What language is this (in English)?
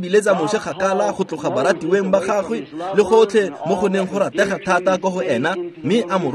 Tswana